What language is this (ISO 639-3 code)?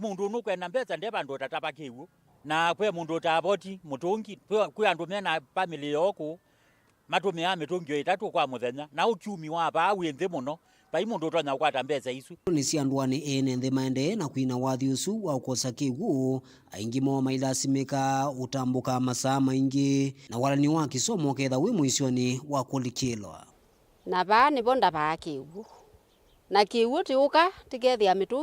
kam